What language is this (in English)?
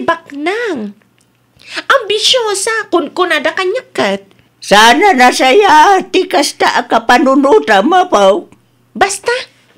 Iloko